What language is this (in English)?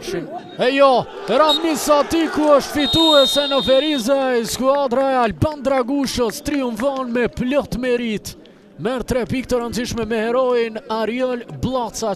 Albanian